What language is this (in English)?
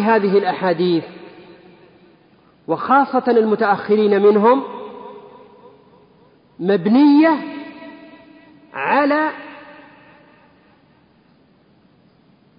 Arabic